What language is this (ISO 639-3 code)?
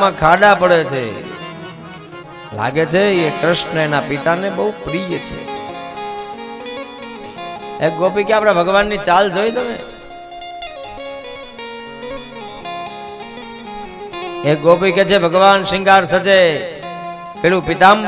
guj